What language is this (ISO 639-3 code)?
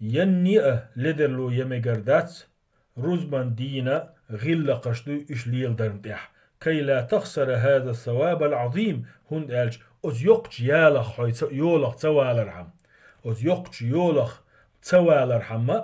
che